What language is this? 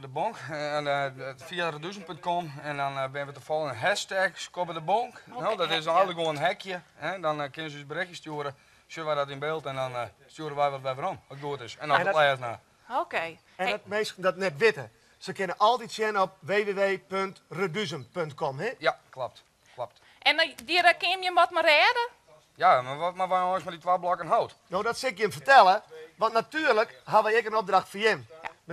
Western Frisian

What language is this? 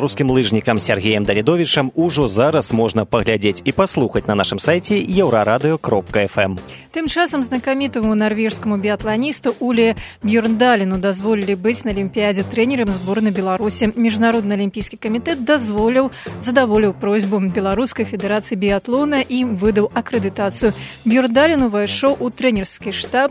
Belarusian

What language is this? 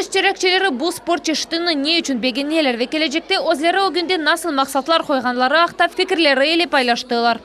Crimean Tatar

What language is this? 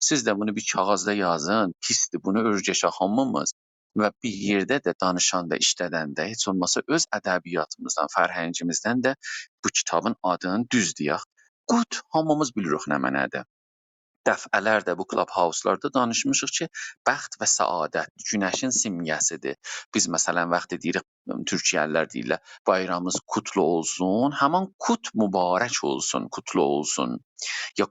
South Azerbaijani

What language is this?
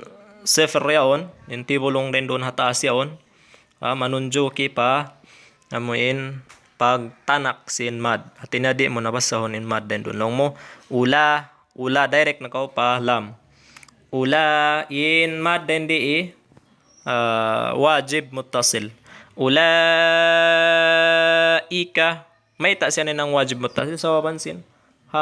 Tausug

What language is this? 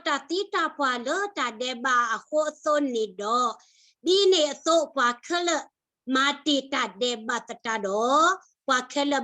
S'gaw Karen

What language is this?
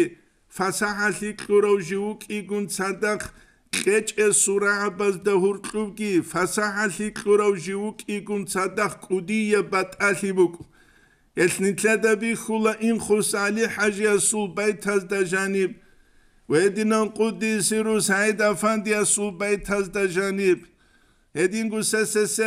Avaric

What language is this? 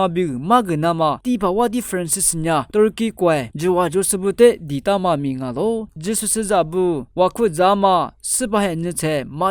Lisu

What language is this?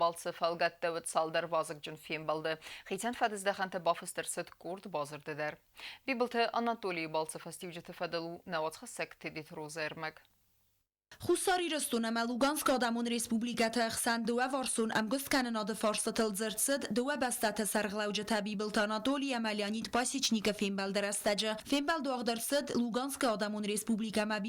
Ossetic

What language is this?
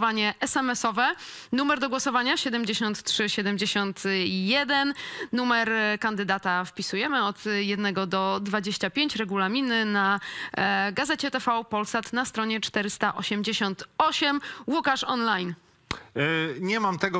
Polish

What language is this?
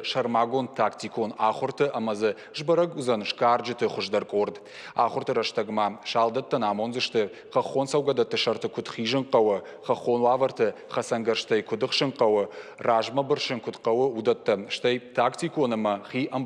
Ossetic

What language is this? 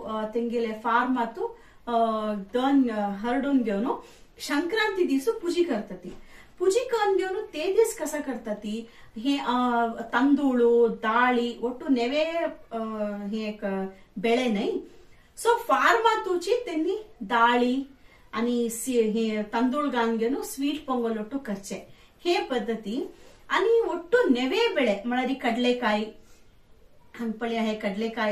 Konkani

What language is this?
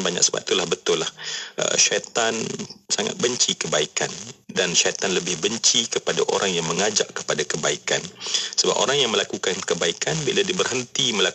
Malay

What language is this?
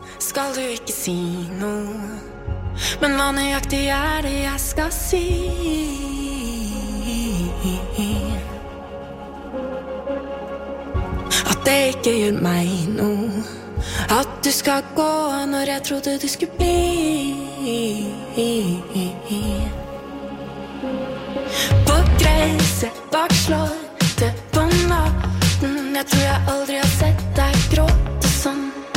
Norwegian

